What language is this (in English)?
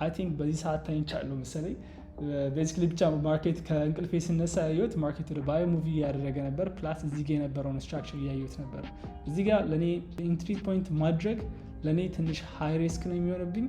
Amharic